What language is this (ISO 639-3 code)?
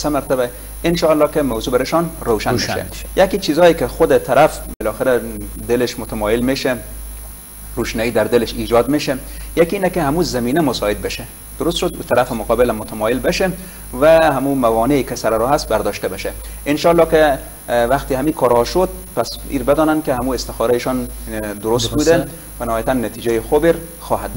fas